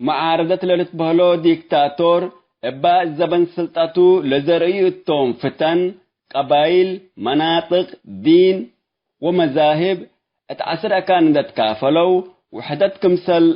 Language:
Tigre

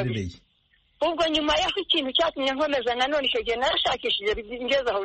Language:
Kinyarwanda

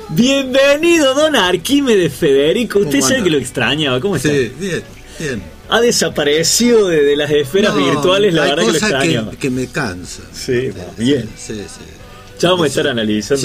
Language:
Spanish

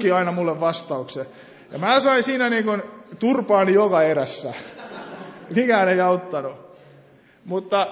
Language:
Finnish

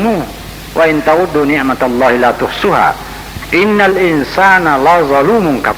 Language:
Buginese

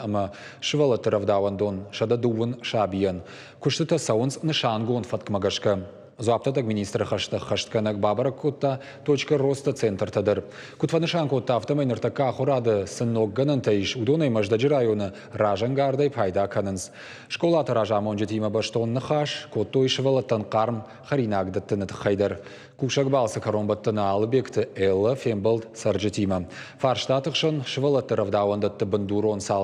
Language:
Ossetic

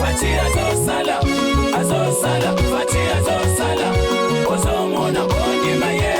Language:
Luba-Lulua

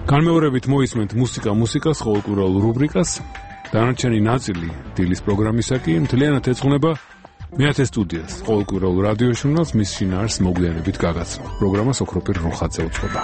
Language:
Georgian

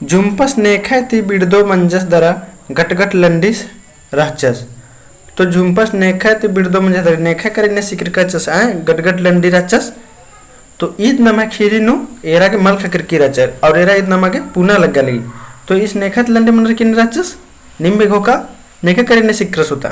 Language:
Kurukh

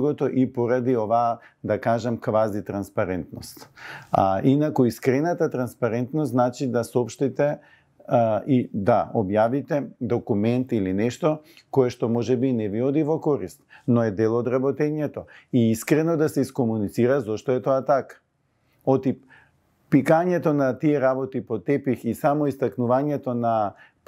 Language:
Macedonian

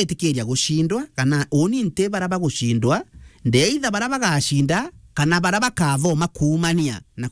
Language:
Meru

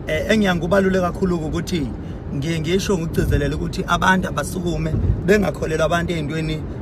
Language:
Zulu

